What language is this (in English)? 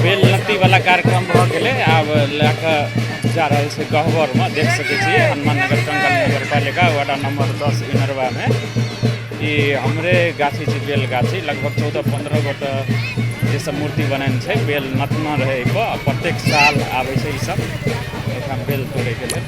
Maithili